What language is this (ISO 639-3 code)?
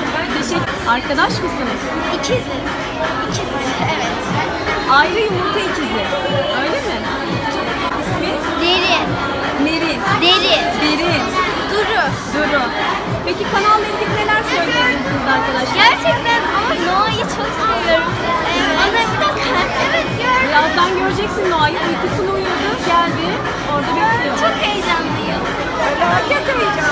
tur